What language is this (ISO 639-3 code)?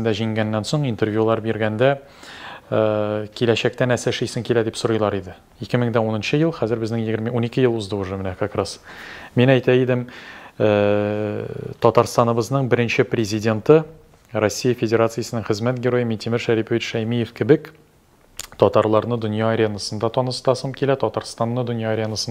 tat